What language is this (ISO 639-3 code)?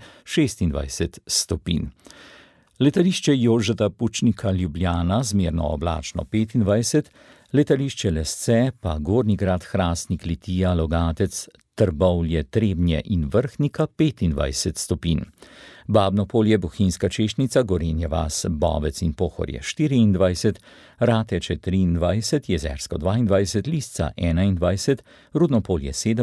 slv